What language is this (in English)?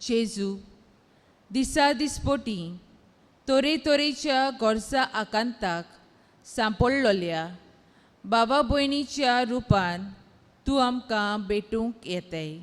Konkani